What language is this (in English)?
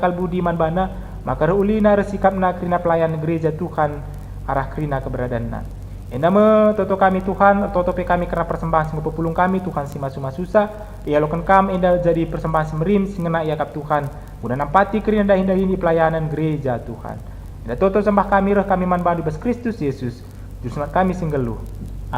Batak Karo